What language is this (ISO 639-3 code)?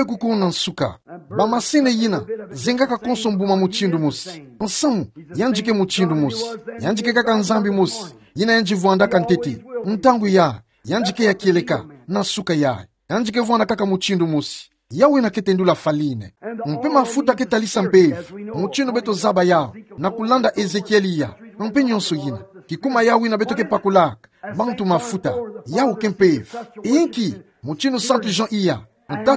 ktu